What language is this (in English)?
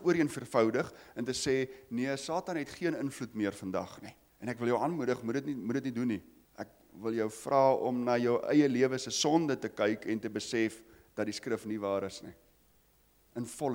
Afrikaans